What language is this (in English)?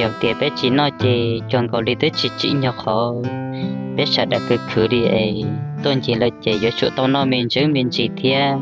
Hmong